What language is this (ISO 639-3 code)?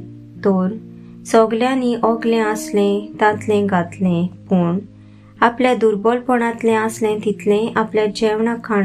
kok